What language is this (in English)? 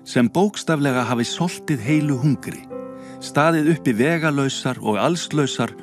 Icelandic